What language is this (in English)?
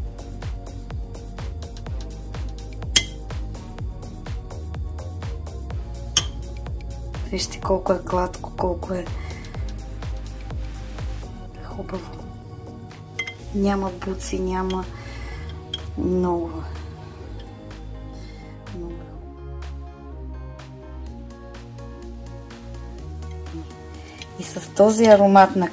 Bulgarian